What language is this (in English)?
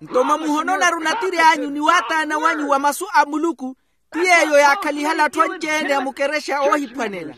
Makhuwa